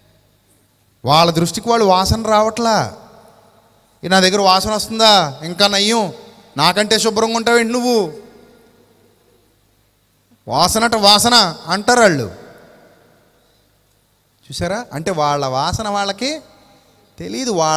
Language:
Telugu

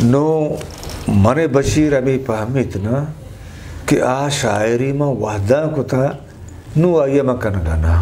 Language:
Eastern Balochi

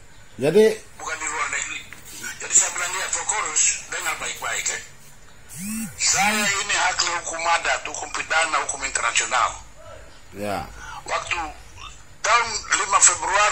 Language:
Indonesian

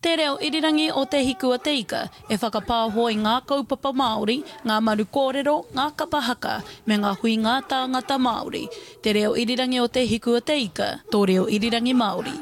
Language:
Māori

